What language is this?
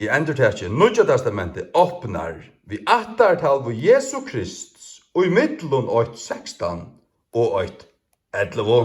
Faroese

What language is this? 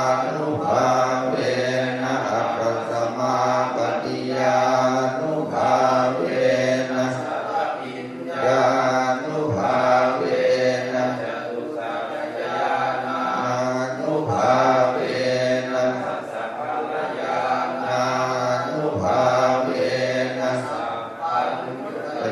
Pali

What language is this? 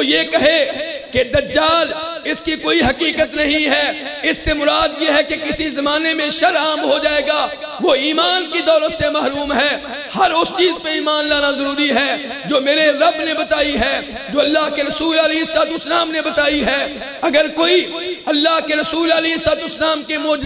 Urdu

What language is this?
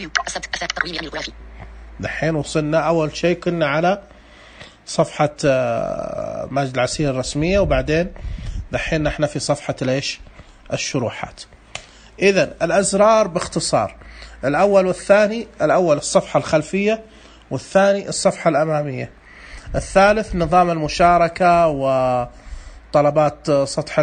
Najdi Arabic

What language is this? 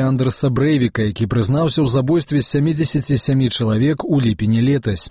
Belarusian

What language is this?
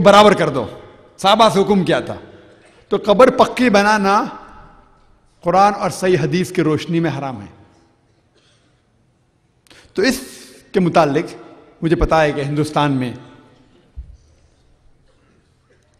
Urdu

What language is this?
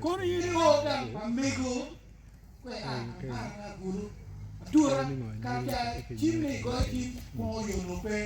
Acoli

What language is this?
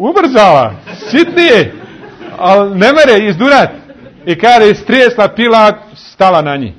Bosnian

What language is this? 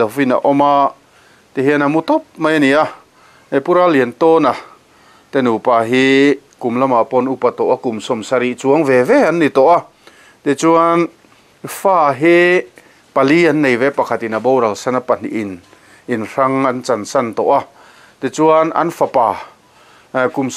Mizo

